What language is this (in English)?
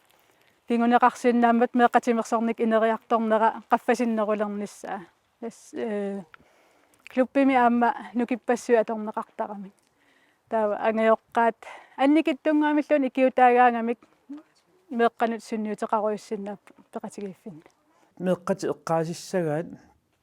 Kalaallisut